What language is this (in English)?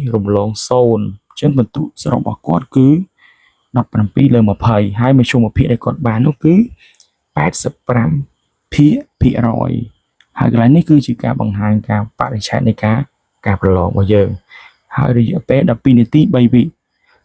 Khmer